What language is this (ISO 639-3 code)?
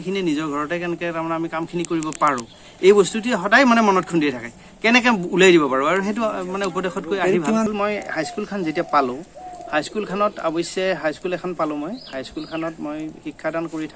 asm